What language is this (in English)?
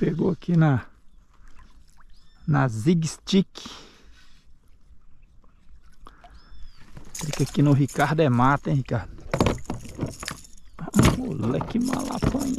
Portuguese